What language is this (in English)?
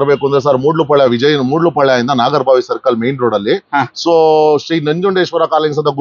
Kannada